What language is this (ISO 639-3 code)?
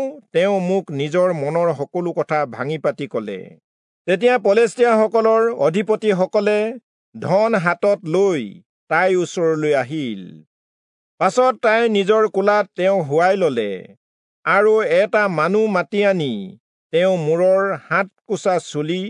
asm